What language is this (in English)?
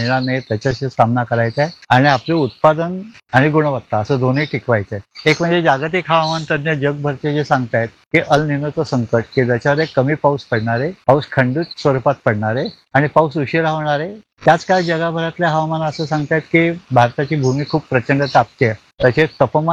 Marathi